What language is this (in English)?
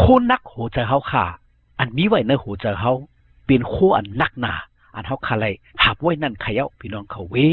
Shan